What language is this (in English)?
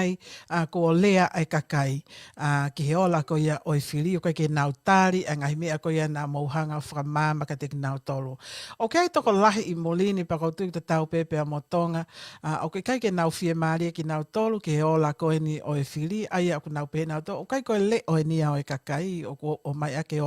Tongan